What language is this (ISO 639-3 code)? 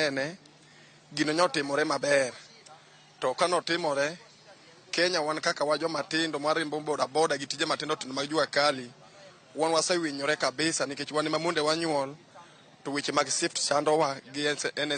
luo